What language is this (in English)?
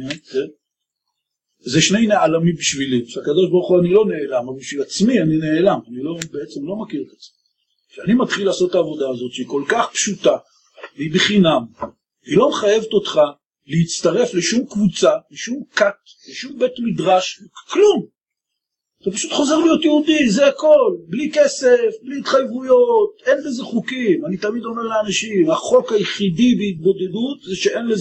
Hebrew